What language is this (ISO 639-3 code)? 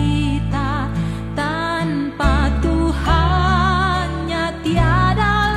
nia